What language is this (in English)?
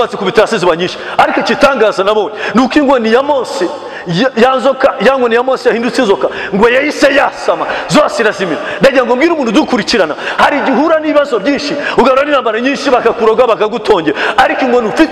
Kinyarwanda